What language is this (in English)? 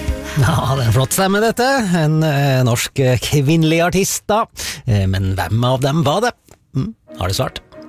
Norwegian